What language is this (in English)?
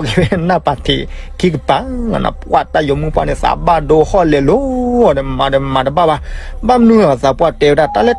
S'gaw Karen